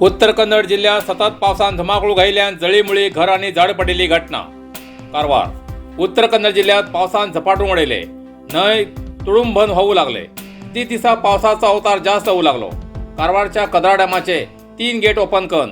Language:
Konkani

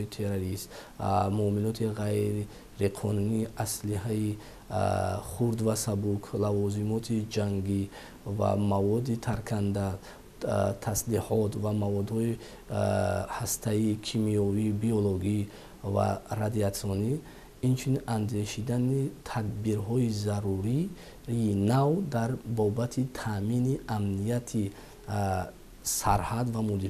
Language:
Tajik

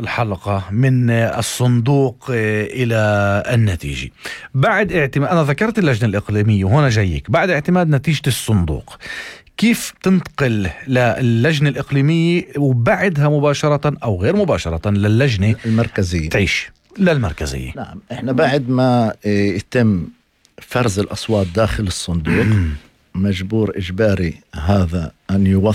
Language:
North Levantine Arabic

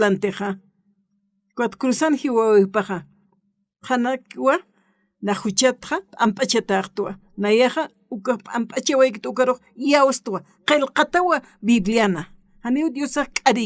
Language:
Aymara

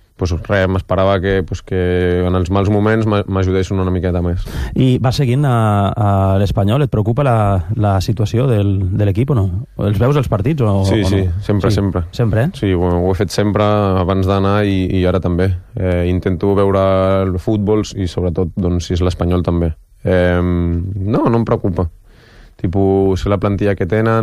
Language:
Catalan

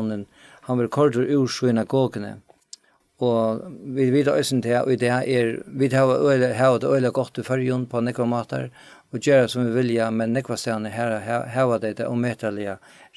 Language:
Faroese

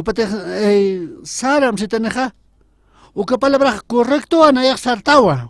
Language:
Aymara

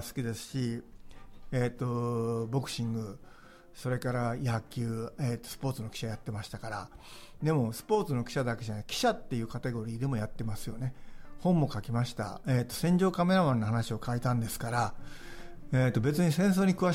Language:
Japanese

